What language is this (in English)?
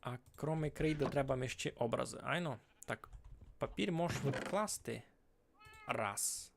Rusyn